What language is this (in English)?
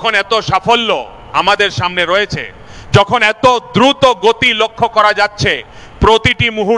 Bangla